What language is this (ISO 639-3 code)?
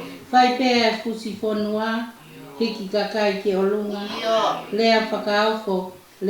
ton